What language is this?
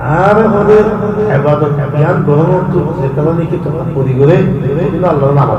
Rohingya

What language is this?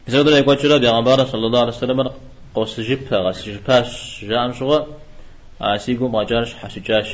Kabardian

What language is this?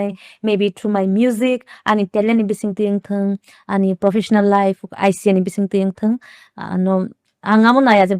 Kok Borok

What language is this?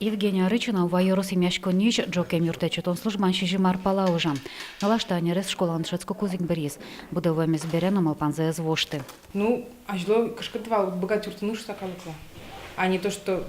Udmurt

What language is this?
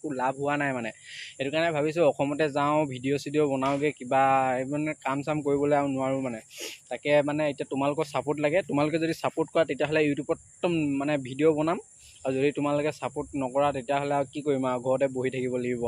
Assamese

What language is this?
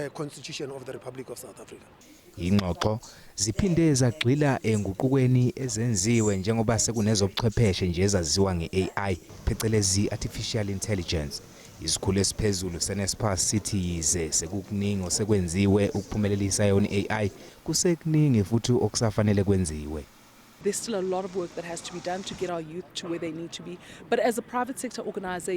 Zulu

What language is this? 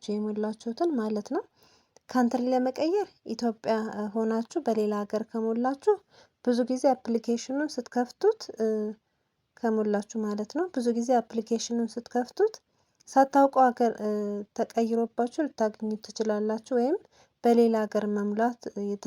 Amharic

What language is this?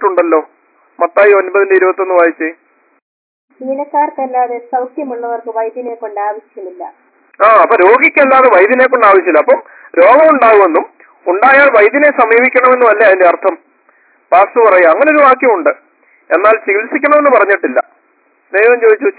Malayalam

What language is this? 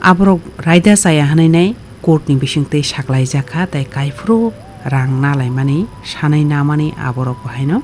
Kok Borok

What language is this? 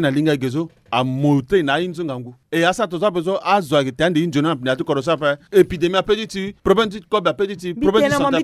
Sango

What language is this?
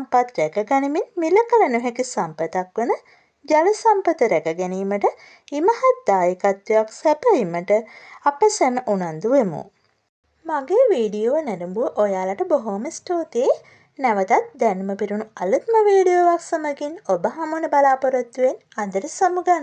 Sinhala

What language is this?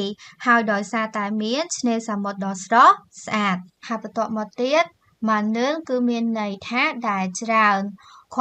Khmer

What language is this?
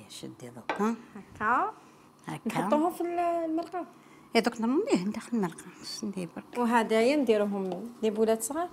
Algerian Arabic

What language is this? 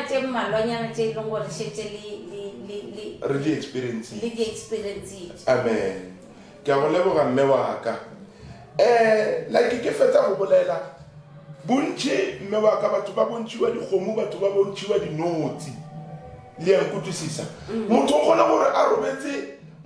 Northern Sotho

